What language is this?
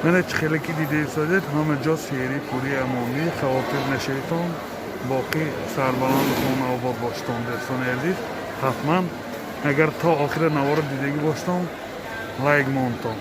Tajik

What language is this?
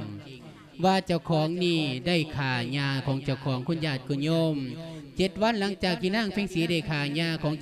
Lao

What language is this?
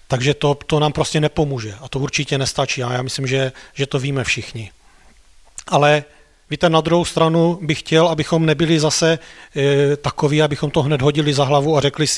Czech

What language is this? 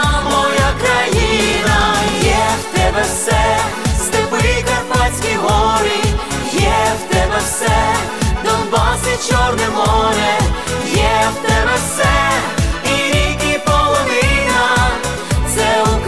Ukrainian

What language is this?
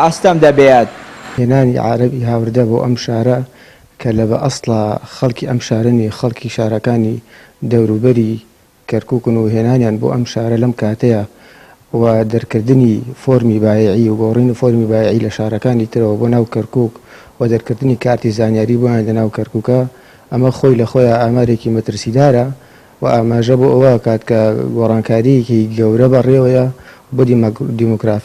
Central Kurdish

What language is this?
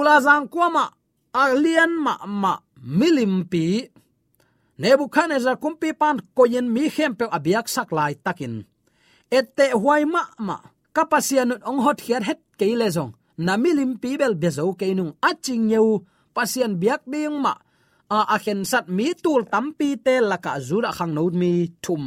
Tedim Chin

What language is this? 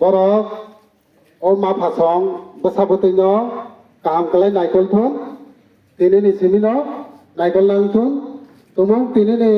Kok Borok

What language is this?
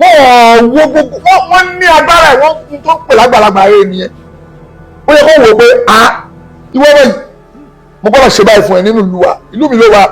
Yoruba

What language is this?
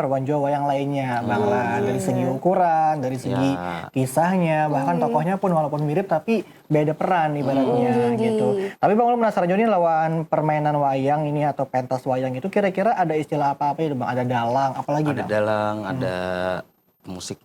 Banjar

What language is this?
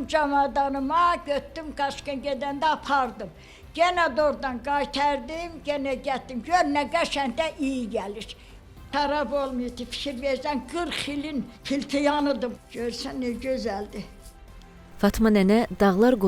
Azerbaijani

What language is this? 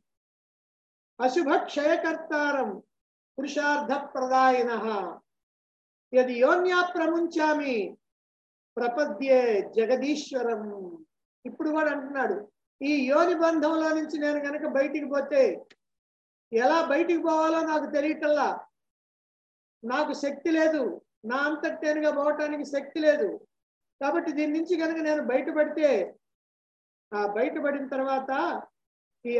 Telugu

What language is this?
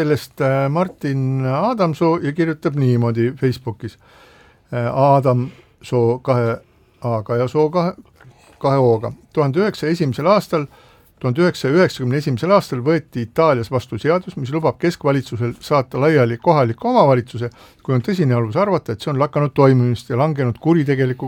Estonian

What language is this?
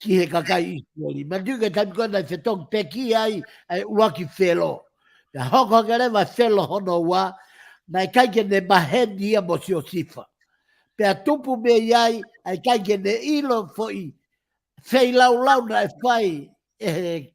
Tongan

